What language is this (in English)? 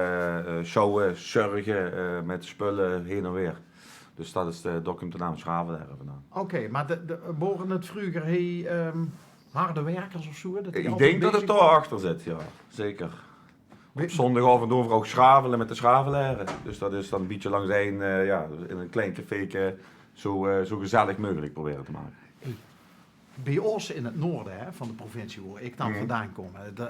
Limburgish